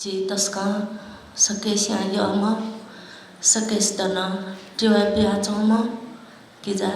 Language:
Newari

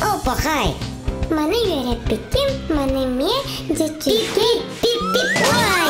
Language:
Yakut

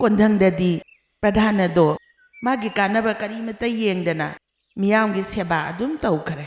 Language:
Manipuri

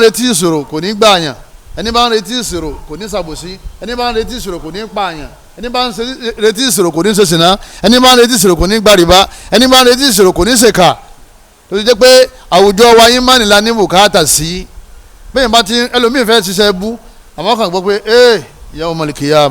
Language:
Yoruba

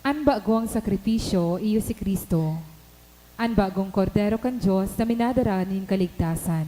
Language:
Bikol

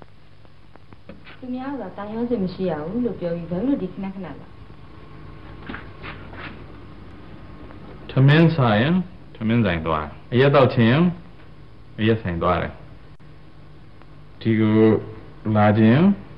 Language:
Burmese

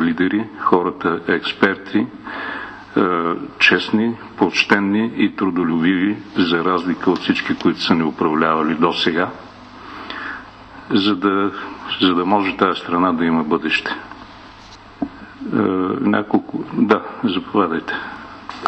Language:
Bulgarian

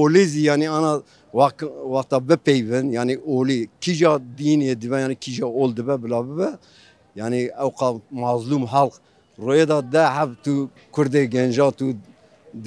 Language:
Kurdish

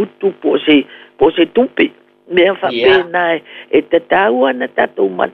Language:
Samoan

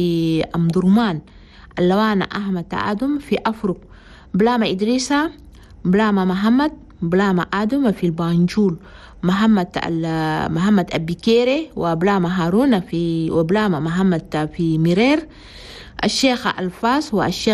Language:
Chadian Arabic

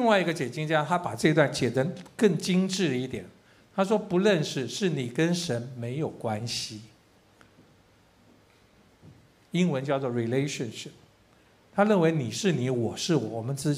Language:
Chinese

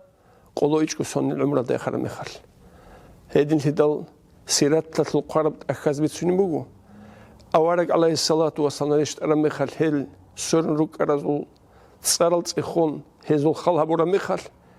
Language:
Avaric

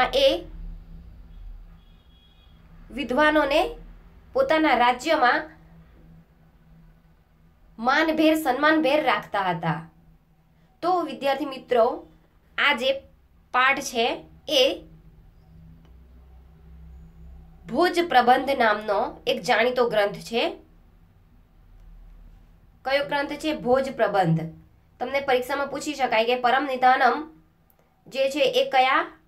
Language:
Gujarati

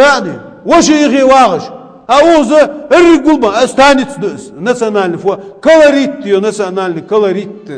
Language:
Ingush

